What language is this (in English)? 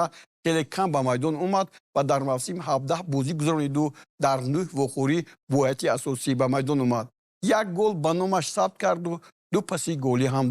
Tajik